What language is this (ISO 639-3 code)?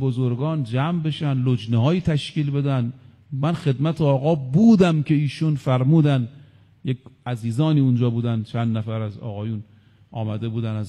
fas